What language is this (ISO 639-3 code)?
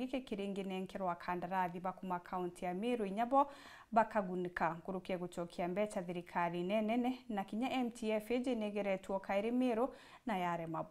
mer